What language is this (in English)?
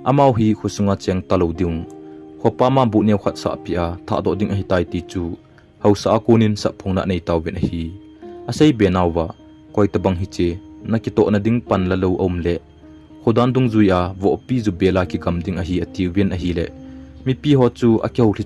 Thado Chin